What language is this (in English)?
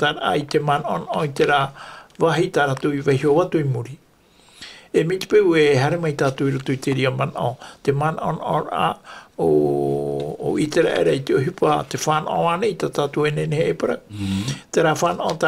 Tahitian